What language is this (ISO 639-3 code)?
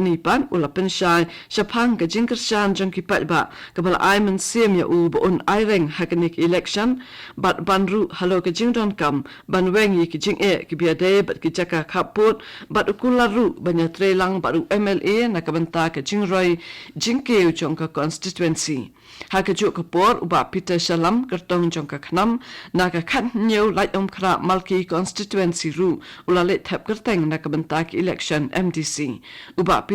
kha